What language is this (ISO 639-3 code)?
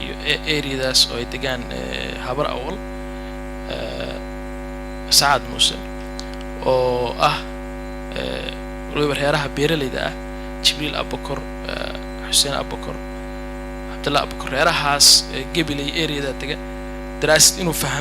som